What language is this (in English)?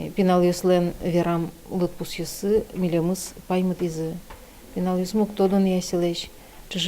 Udmurt